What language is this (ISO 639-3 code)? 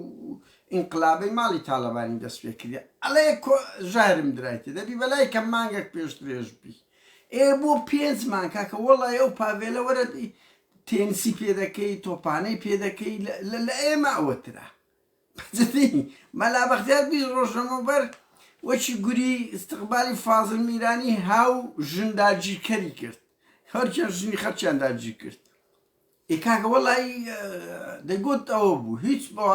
ckb